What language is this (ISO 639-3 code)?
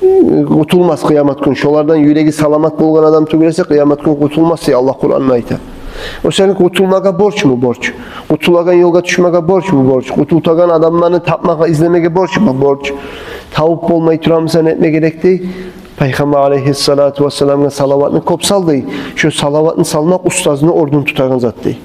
kum